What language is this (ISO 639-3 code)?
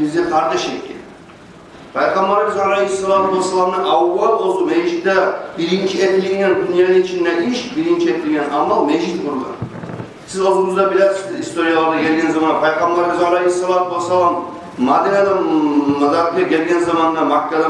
kum